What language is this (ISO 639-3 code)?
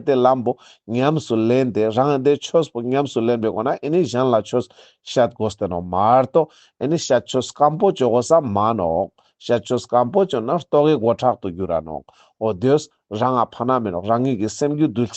lbj